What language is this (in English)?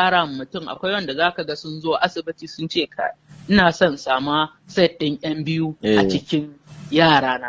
Hausa